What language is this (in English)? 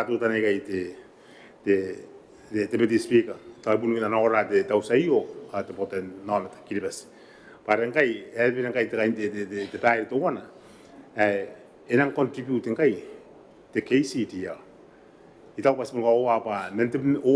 Gilbertese